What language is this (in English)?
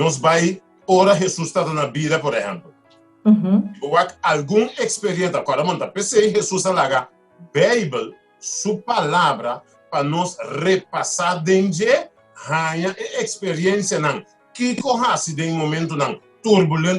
Papiamento